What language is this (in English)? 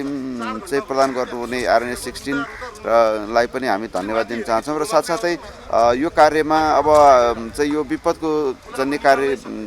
Nepali